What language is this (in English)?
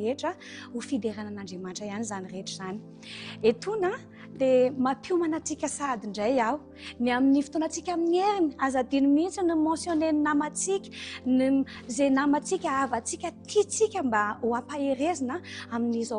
Malagasy